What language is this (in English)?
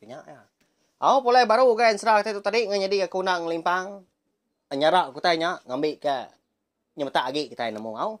Iban